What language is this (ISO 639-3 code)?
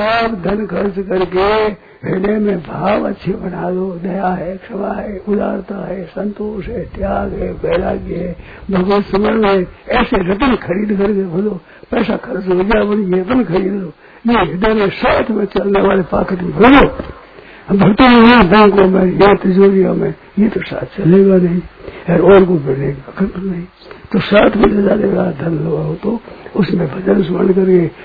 hin